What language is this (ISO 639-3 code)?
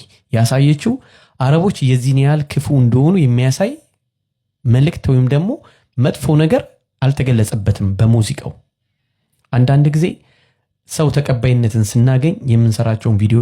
amh